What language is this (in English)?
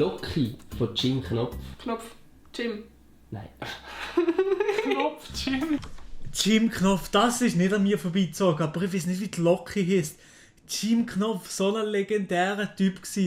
Swiss German